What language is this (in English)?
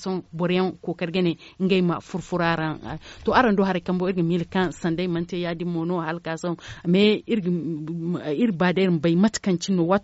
Zarma